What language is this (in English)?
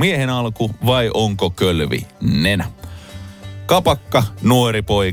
Finnish